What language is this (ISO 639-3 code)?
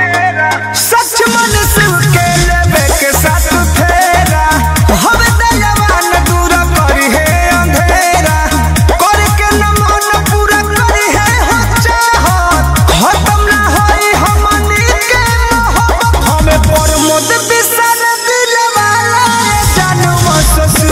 bho